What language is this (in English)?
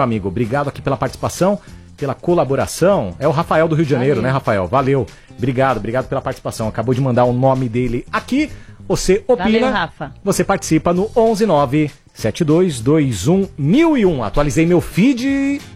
Portuguese